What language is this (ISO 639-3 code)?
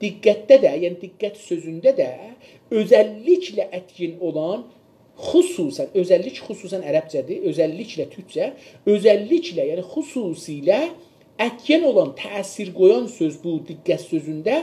azb